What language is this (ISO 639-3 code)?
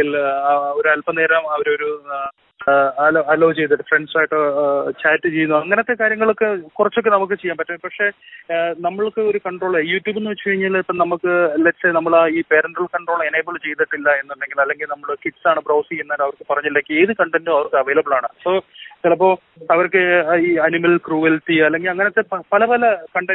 mal